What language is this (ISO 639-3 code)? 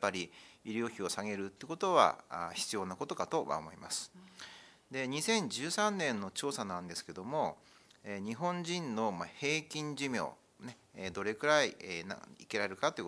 jpn